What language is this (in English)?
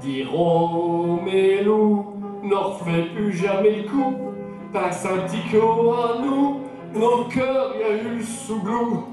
Picard